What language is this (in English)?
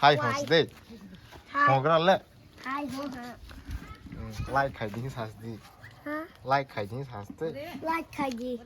Kok Borok